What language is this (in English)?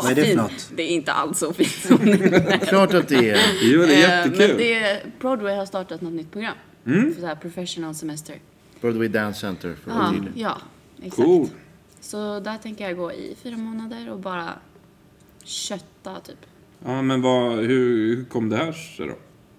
Swedish